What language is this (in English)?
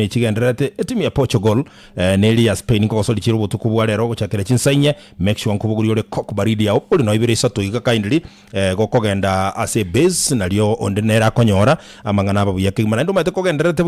Gusii